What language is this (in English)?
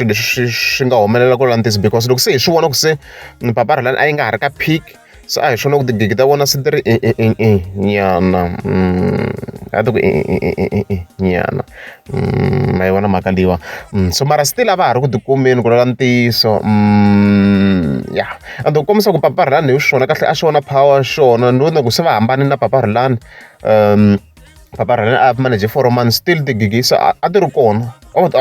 Tsonga